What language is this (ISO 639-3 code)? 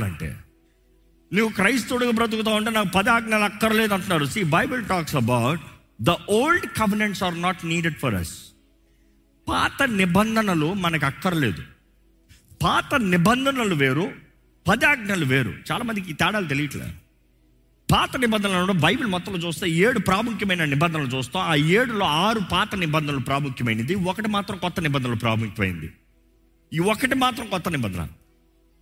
tel